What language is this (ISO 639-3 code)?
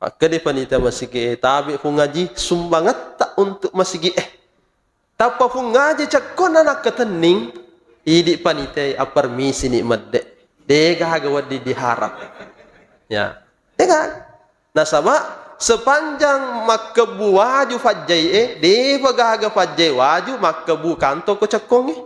bug